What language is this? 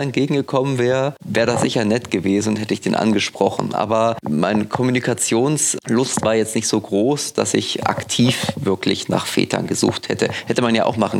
German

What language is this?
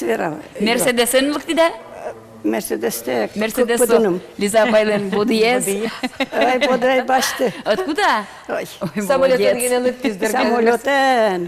Udmurt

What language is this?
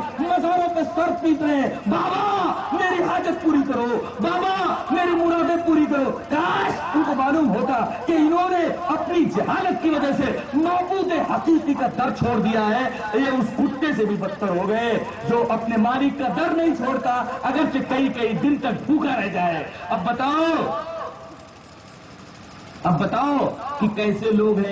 Urdu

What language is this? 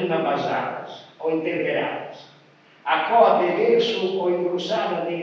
Sardinian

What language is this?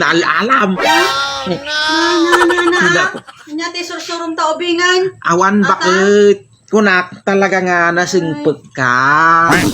Iloko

